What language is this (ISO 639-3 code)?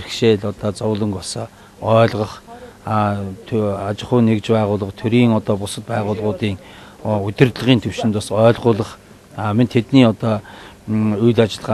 mon